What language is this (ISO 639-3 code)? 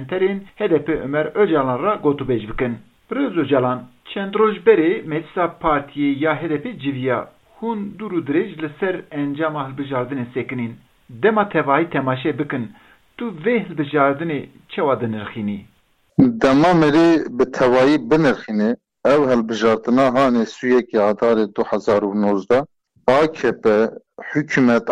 kur